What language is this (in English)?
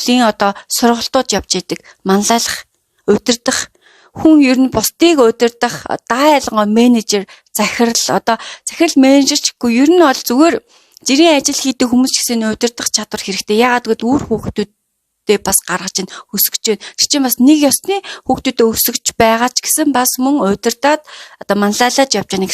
Mongolian